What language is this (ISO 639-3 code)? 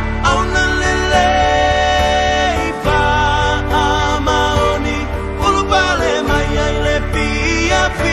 smo